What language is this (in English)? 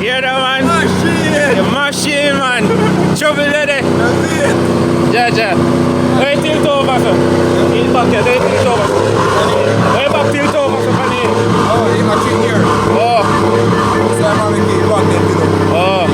Jamaican Creole English